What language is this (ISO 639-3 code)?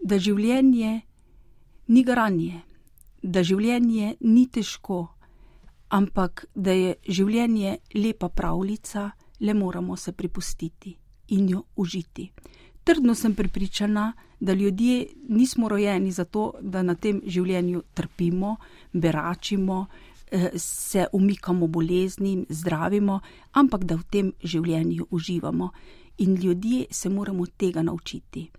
slv